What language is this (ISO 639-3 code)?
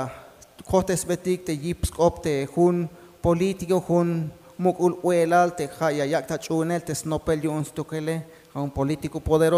tzh